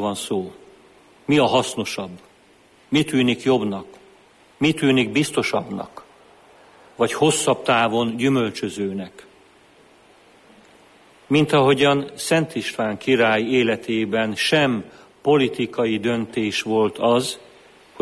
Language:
Hungarian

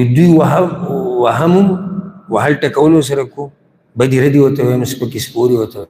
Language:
Pashto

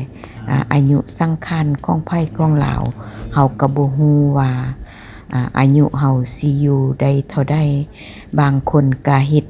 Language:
Lao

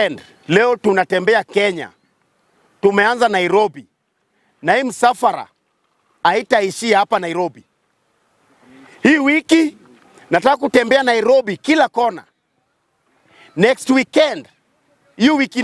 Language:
Swahili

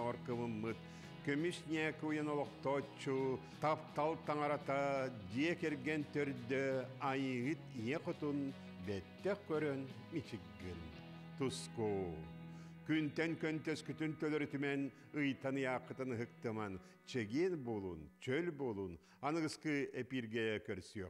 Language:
Yakut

